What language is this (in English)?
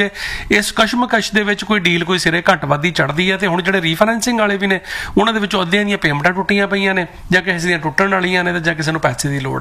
Punjabi